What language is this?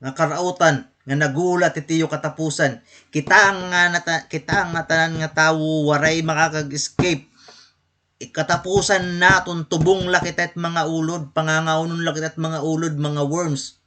Waray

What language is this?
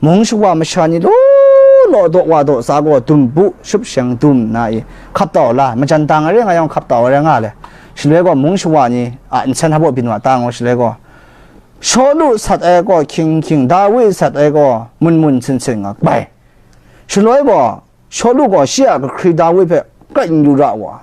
Kachin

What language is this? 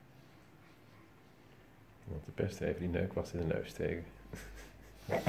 Dutch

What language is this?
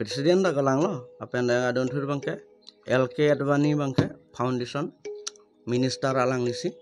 Karbi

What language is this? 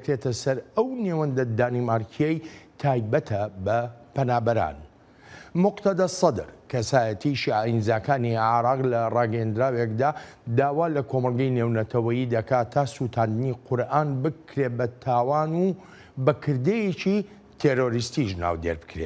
Central Kurdish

